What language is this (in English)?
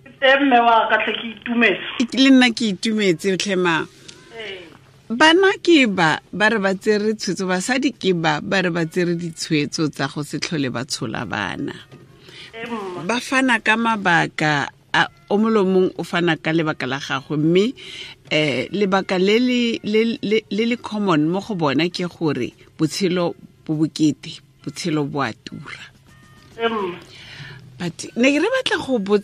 Tswana